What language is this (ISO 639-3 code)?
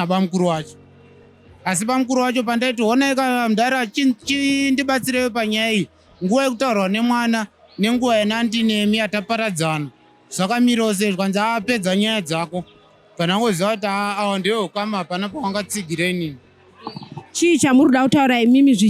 sna